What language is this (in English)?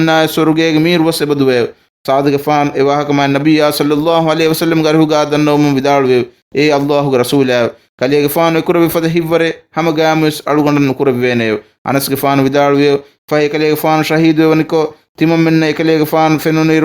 Divehi